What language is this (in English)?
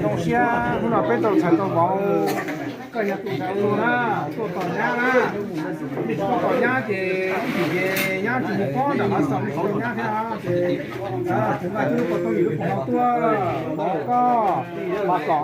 Hmong